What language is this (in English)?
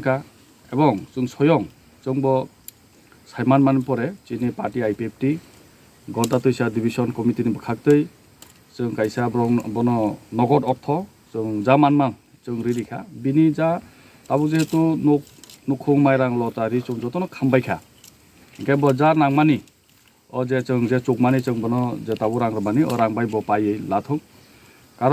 Kok Borok